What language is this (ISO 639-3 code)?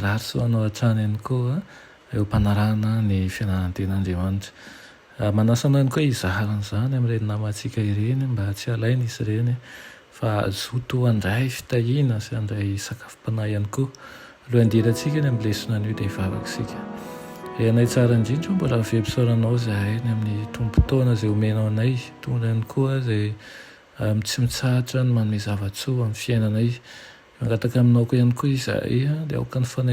mlg